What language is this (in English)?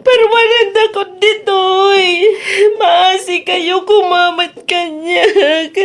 Iloko